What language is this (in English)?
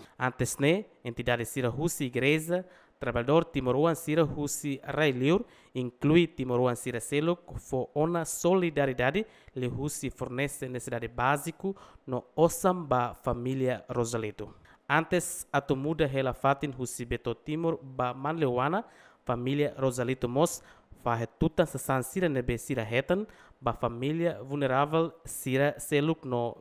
Tetum